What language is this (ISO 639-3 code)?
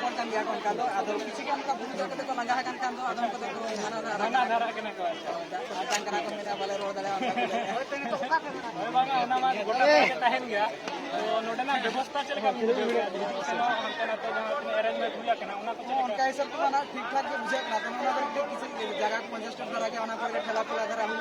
sat